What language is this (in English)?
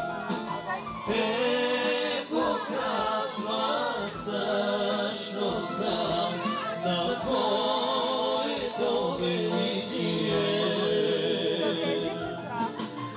Bulgarian